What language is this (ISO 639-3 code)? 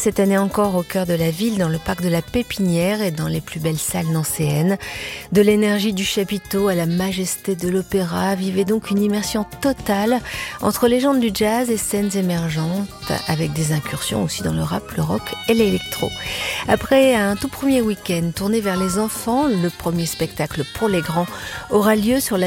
fra